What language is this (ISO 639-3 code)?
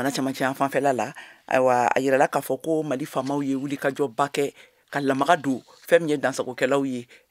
bam